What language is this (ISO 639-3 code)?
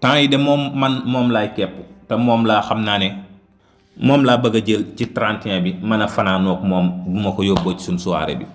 wol